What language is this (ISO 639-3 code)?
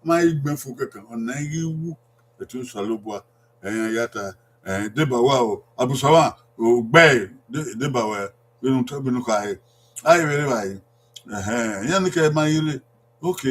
bin